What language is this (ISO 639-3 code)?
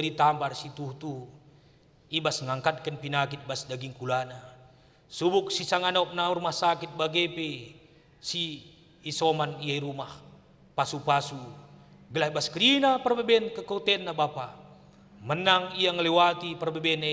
btx